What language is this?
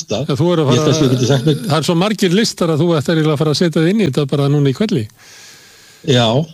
Icelandic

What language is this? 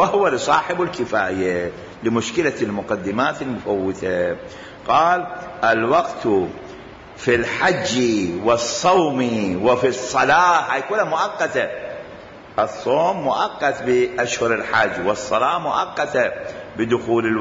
Mesopotamian Arabic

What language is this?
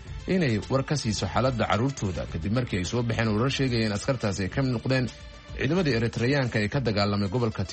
Somali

